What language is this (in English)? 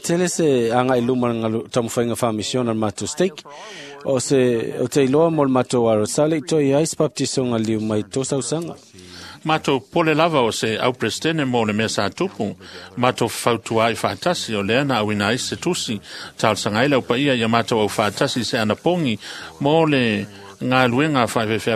Samoan